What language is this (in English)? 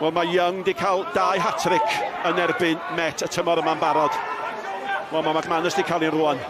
Welsh